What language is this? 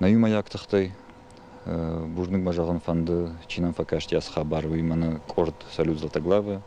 Ossetic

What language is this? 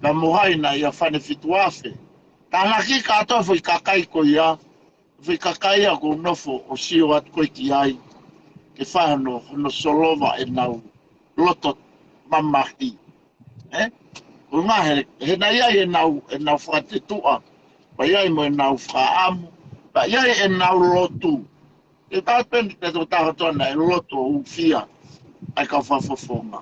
Tongan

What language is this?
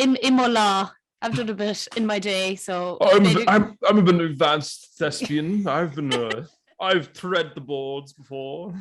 Irish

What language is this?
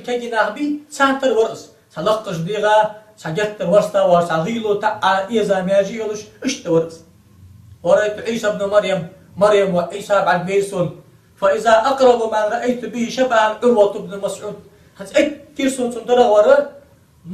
Ingush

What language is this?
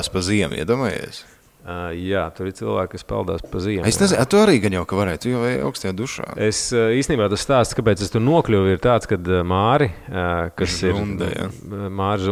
Latvian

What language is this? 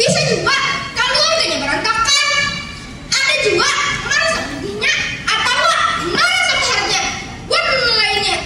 Banjar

